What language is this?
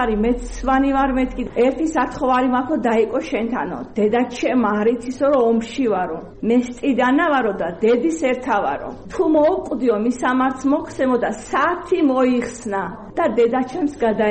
Georgian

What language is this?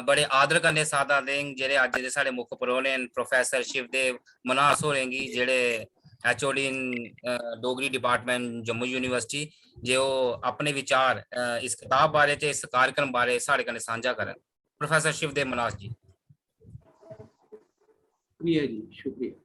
Dogri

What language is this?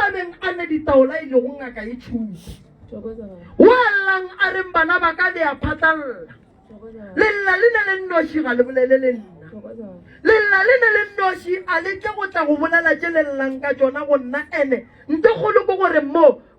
Northern Sotho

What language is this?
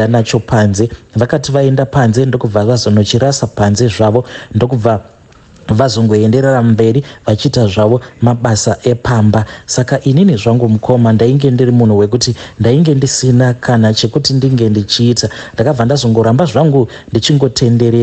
Shona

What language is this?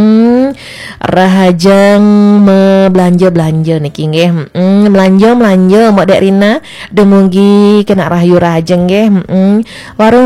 Balinese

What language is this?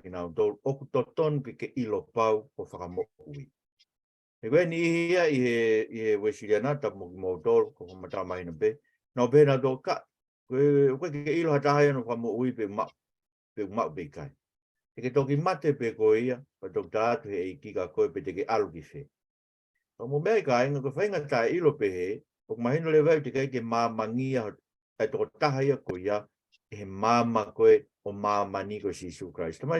Tongan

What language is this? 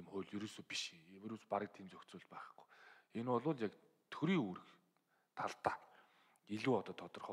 Mongolian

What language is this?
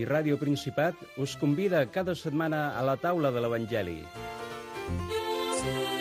Catalan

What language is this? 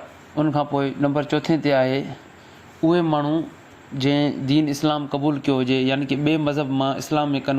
Sindhi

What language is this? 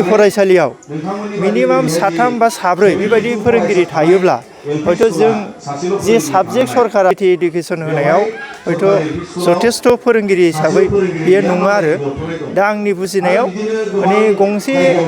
Bodo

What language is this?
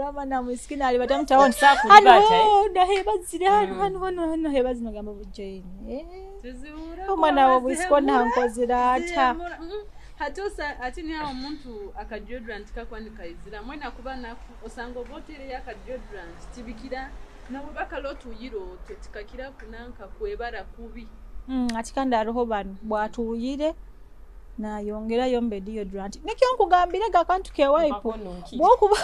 Nyoro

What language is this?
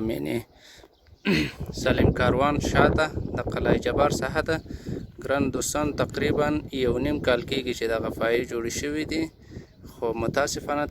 Pashto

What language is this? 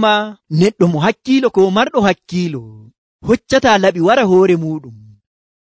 Nigerian Fulfulde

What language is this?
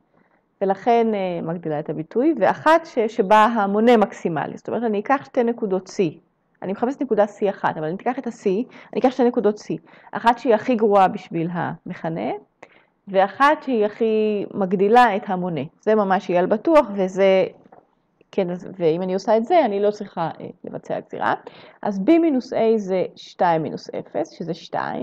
Hebrew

